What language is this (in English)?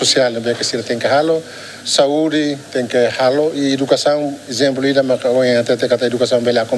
Tetum